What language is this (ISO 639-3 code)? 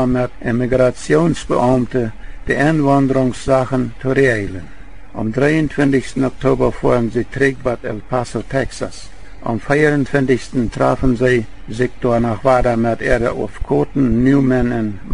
pdt